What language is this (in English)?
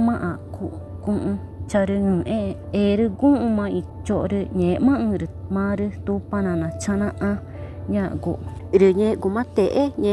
Ticuna